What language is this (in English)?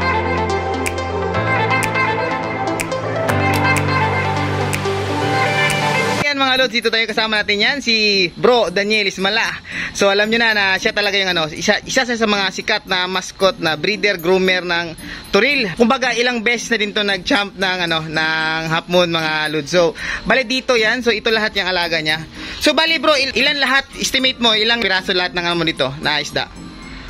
Filipino